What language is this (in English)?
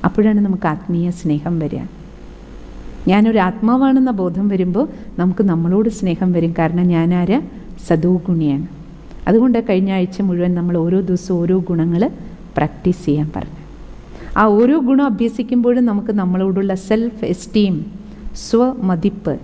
Malayalam